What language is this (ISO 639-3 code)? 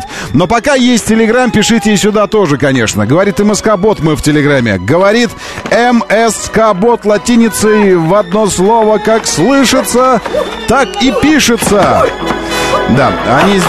rus